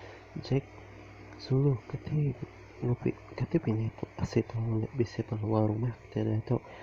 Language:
Iban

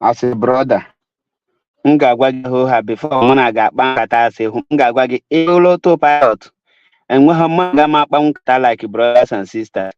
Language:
Igbo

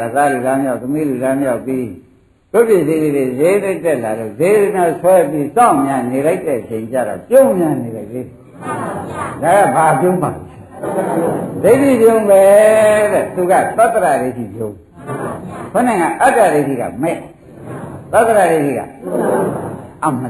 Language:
Burmese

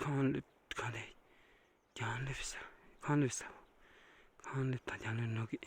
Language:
Tibetan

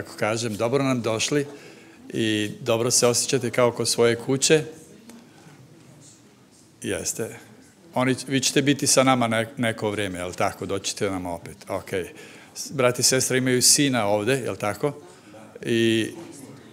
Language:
Serbian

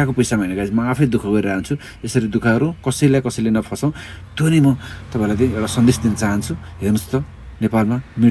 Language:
Nepali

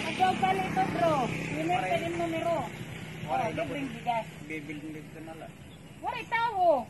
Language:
Waray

